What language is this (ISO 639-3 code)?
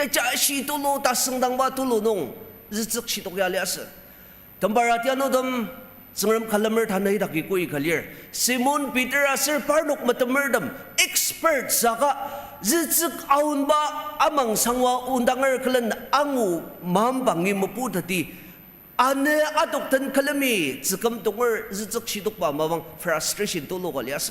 njo